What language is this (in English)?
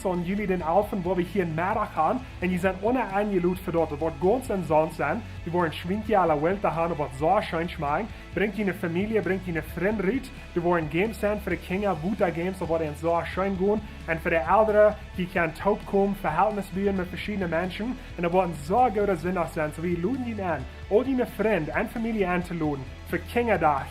Plautdietsch